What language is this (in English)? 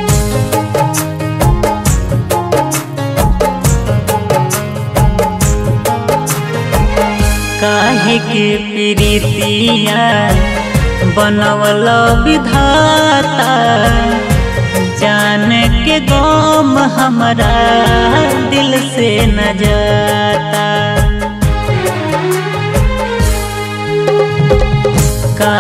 Bhojpuri